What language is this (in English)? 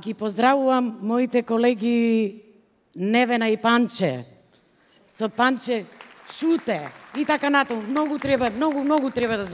Macedonian